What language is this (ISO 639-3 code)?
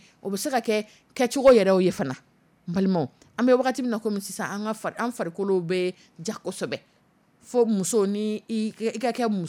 dyu